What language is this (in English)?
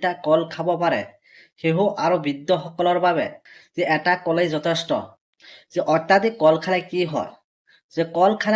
Assamese